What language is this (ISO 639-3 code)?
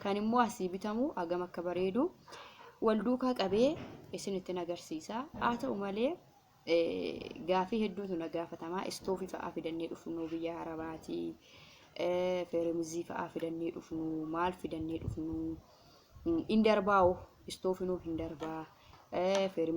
orm